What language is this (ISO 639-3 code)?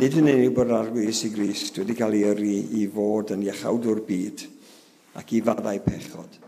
cym